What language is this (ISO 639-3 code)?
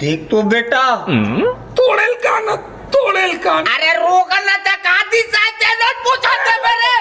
hne